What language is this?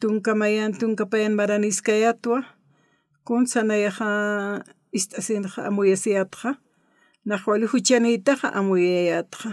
Aymara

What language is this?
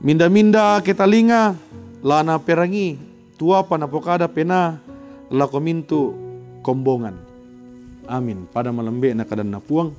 Toraja-Sa'dan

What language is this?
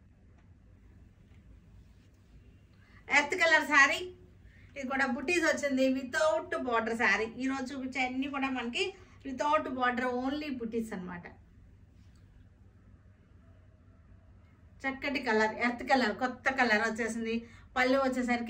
Telugu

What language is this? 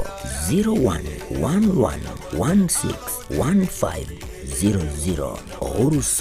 Gusii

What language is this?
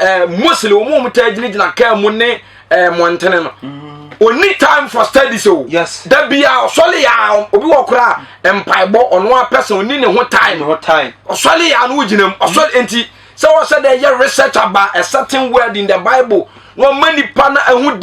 Akan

